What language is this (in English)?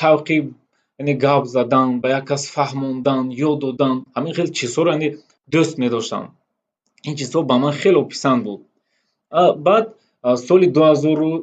Tajik